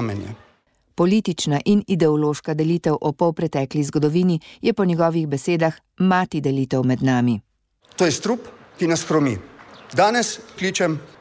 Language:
Slovenian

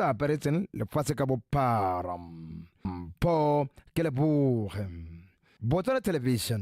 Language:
Tswana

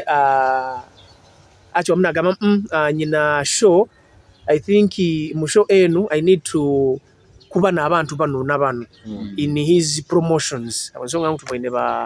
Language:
Nyoro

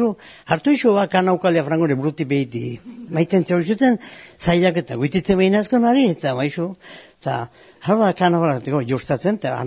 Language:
Basque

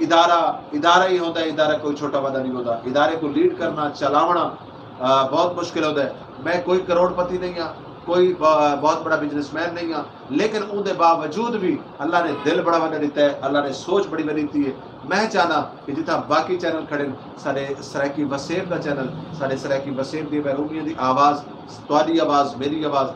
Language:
Saraiki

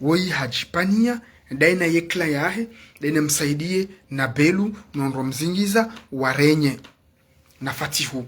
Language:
Ngazidja Comorian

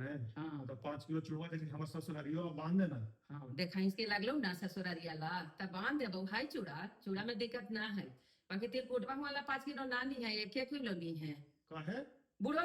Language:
Magahi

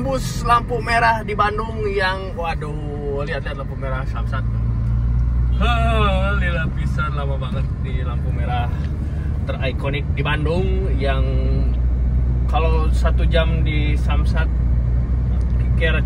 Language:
Indonesian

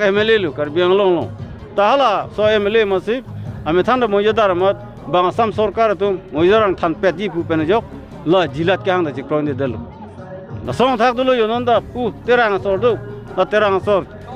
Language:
Karbi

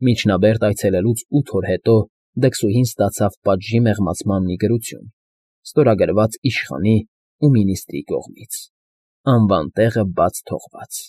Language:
Armenian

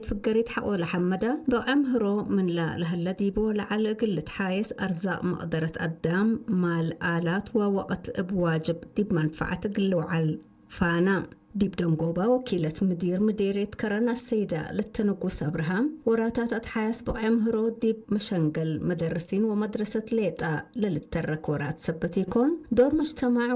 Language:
Tigre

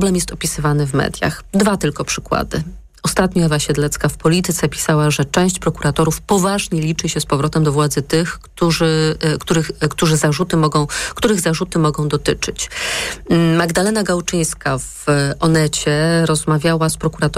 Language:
Polish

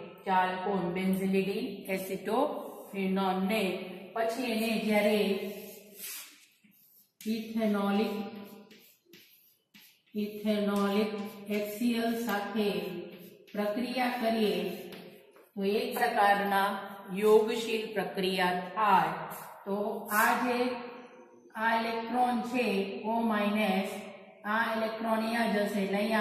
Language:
Gujarati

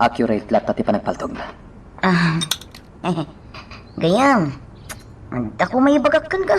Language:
Iloko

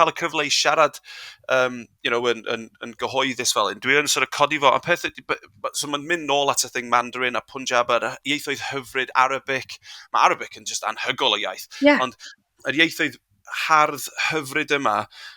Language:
Welsh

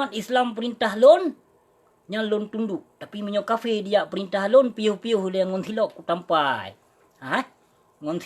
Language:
Achinese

